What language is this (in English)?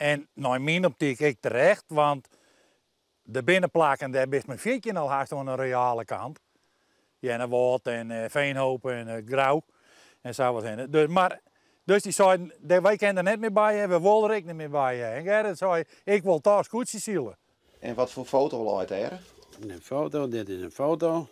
Western Frisian